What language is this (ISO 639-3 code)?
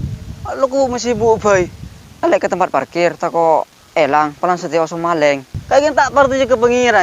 mad